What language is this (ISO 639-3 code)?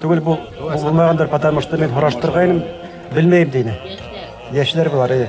bak